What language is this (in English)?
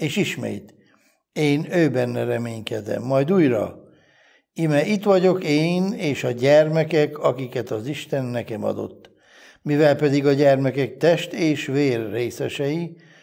Hungarian